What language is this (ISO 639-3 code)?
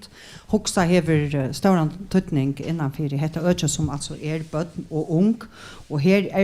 fao